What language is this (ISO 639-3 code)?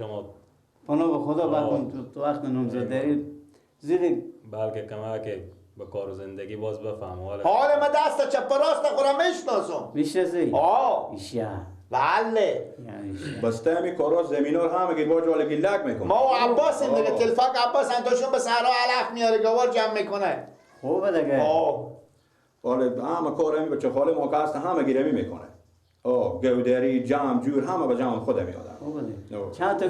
fas